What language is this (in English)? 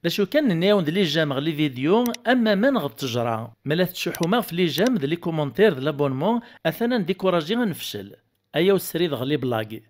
Kabyle